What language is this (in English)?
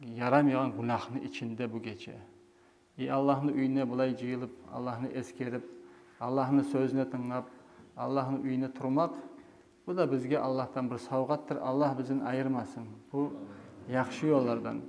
Kumyk